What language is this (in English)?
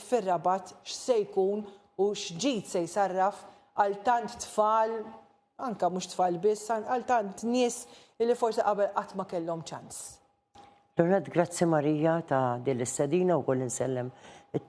Maltese